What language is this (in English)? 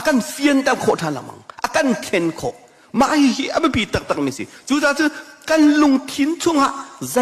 Hakha Chin